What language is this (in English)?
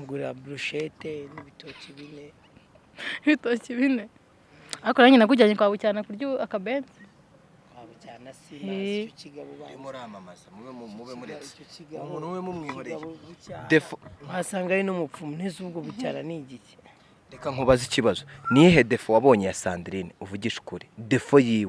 Kinyarwanda